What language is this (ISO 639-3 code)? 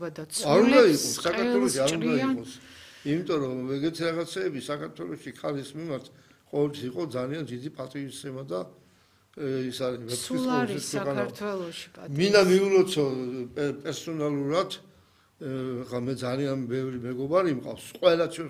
kat